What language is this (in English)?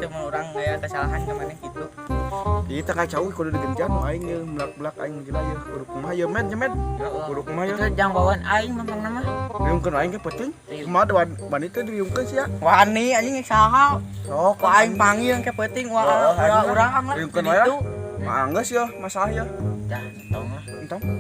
Sundanese